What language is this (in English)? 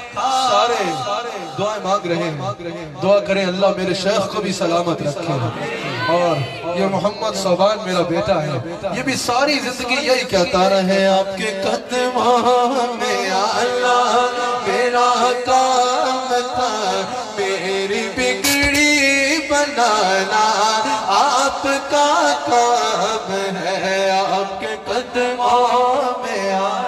Urdu